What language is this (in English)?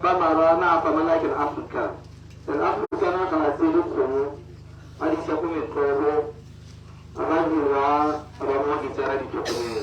Tswana